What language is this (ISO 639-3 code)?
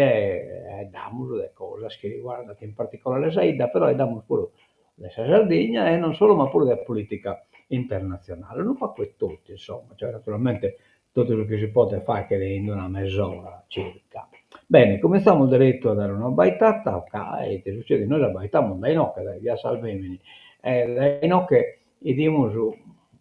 srd